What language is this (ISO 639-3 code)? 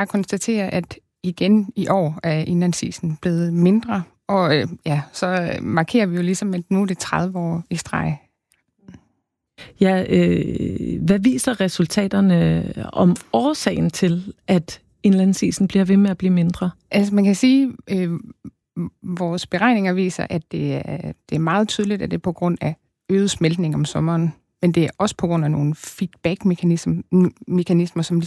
dan